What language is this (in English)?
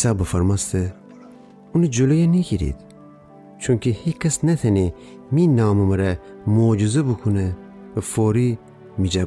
Gilaki